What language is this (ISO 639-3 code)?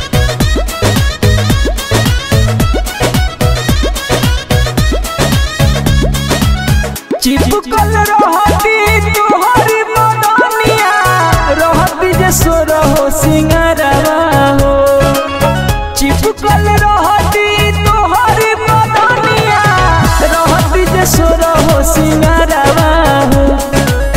bho